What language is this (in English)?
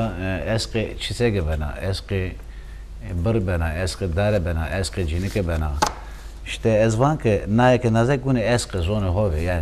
Zaza